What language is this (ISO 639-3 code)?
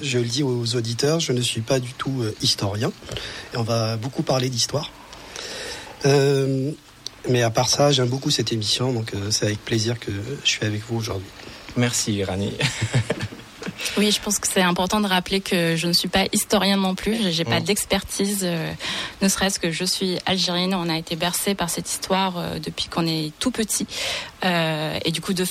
fra